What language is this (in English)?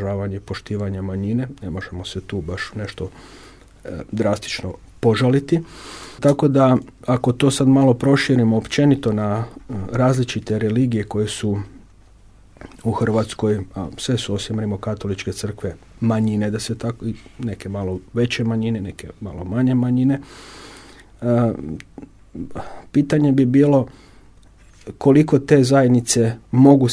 Croatian